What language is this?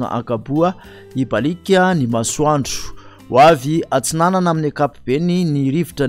Malagasy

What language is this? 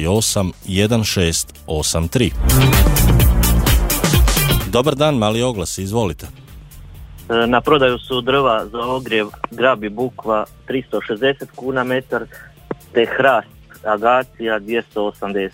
Croatian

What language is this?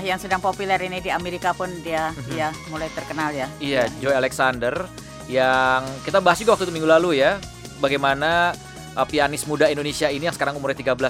Indonesian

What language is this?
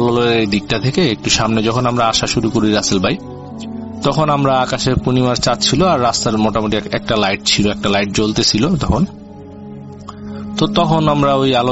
Bangla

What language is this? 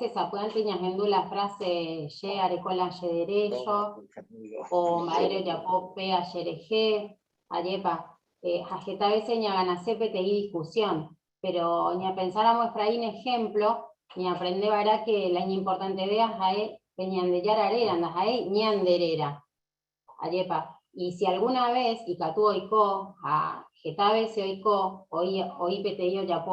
Guarani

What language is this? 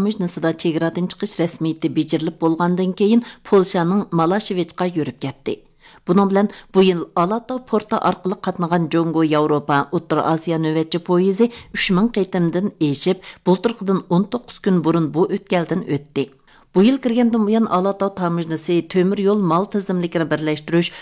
Uyghur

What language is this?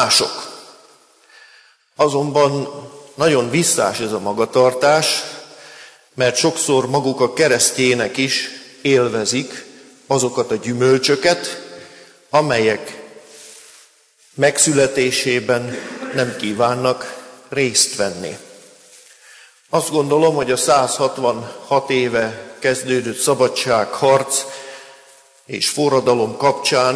Hungarian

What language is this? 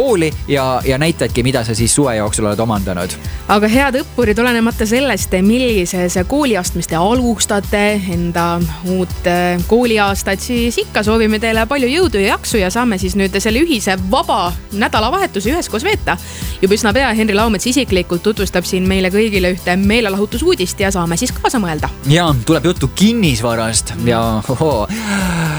Estonian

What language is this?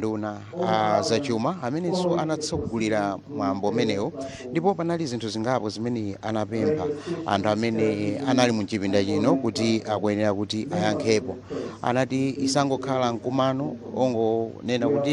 Nyanja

